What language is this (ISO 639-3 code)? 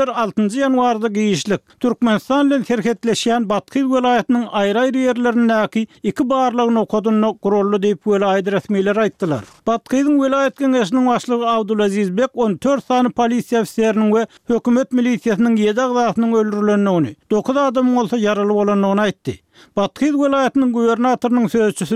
tuk